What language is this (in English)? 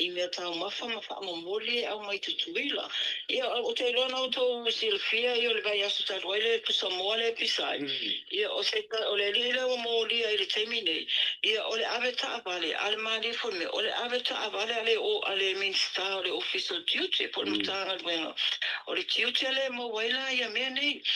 Samoan